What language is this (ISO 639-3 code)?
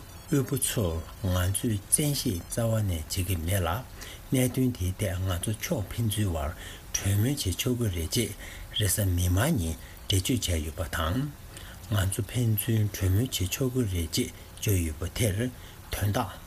bod